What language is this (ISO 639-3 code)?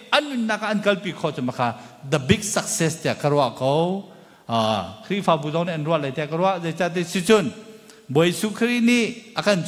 cnh